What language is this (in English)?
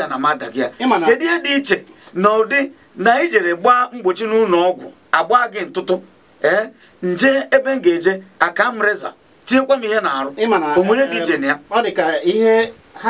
Igbo